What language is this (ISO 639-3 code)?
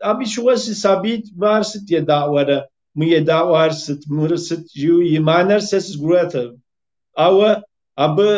kbd